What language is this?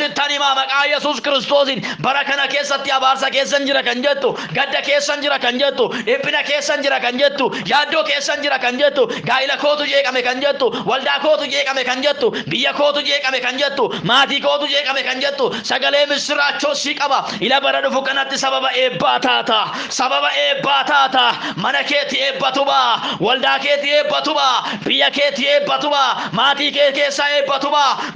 Oromo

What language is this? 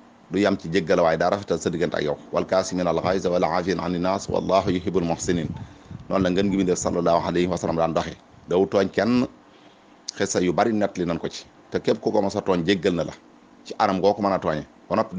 Wolof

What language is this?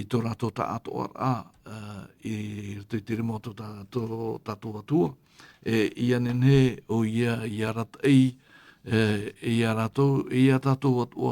Tahitian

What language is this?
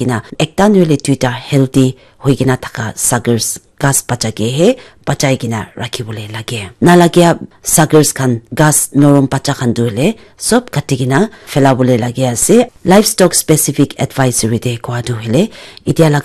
Naga Pidgin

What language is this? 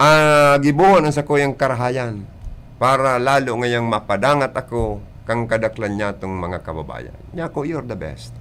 Bikol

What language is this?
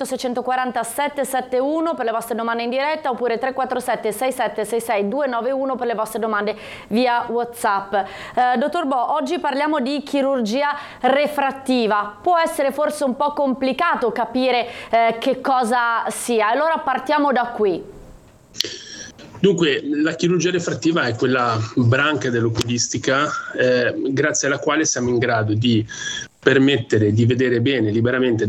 Italian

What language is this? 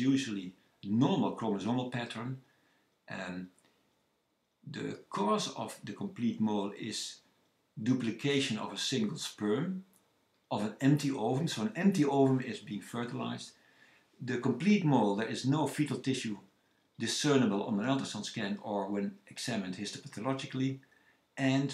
English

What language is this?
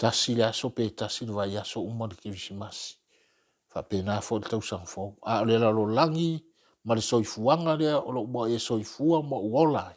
Samoan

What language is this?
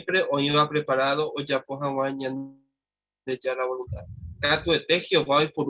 Guarani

